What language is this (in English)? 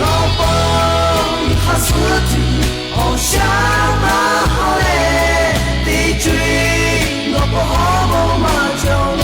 Lahu